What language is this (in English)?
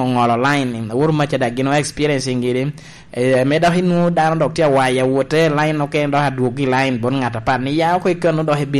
Lango (Uganda)